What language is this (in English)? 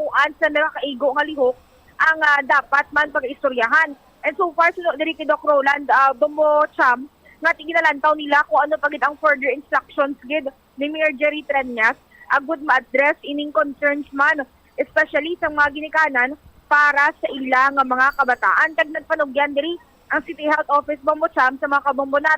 Hiligaynon